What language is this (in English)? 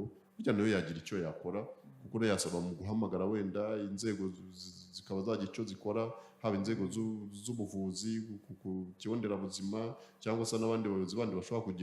Kinyarwanda